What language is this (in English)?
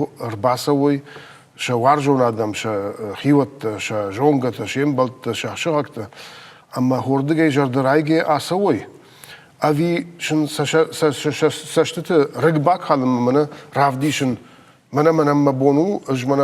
Ossetic